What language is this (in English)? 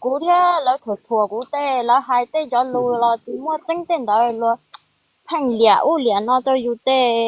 Hmong